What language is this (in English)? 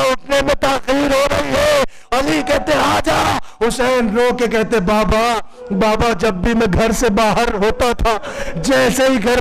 Urdu